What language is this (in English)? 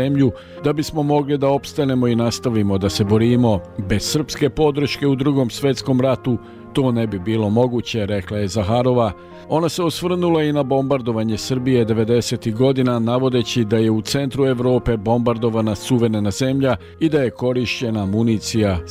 Serbian